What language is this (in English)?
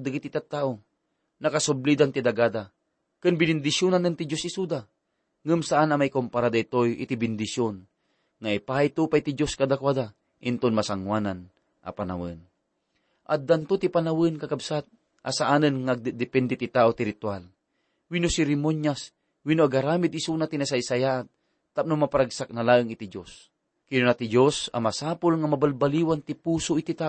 Iloko